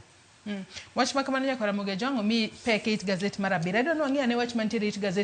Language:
Luo (Kenya and Tanzania)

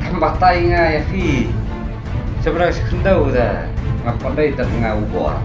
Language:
Khasi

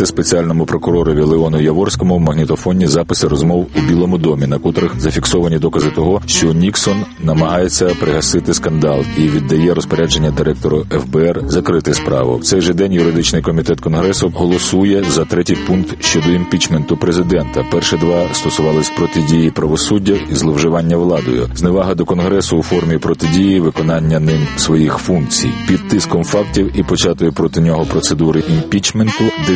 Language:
Ukrainian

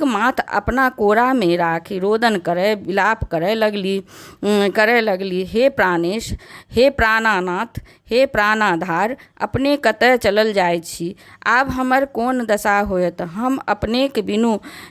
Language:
Maithili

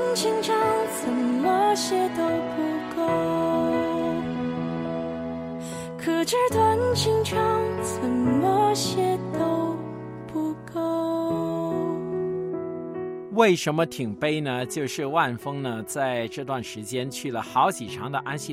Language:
Chinese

